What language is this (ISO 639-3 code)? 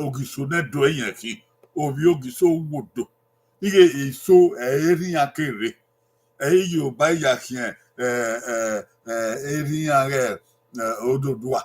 bin